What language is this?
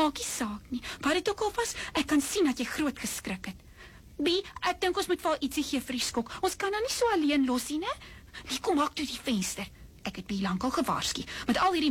Afrikaans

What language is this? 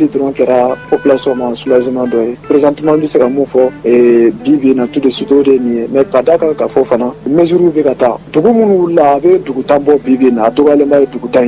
Bambara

